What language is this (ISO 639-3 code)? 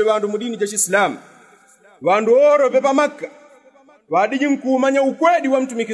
yao